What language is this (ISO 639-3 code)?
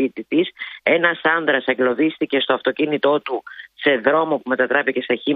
ell